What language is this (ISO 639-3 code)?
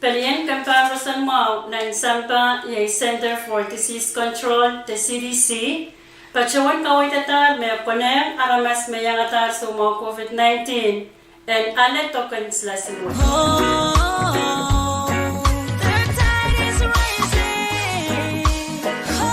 pon